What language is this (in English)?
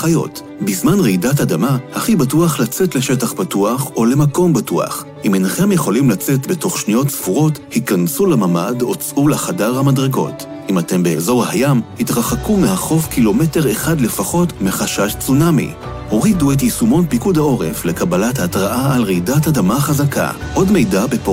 Hebrew